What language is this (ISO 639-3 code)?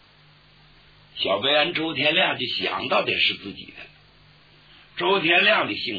zho